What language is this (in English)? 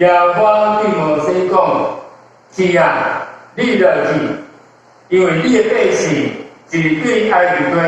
Min Nan Chinese